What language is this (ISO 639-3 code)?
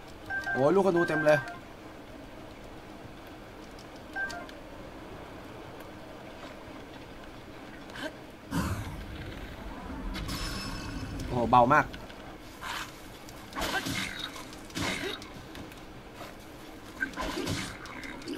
tha